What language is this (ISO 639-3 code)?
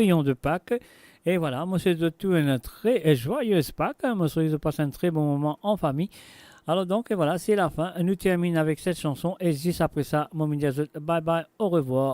mfe